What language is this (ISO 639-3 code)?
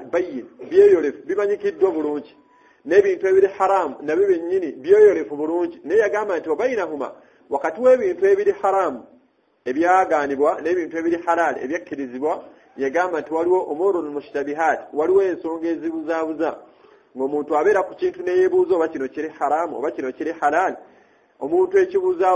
lug